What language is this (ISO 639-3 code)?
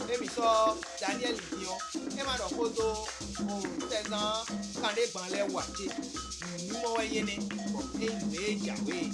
fon